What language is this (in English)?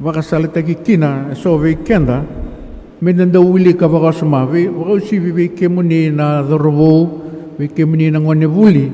Fijian